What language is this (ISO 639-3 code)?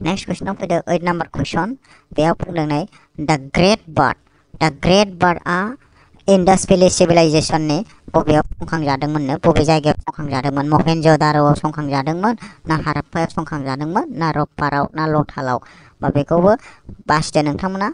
brx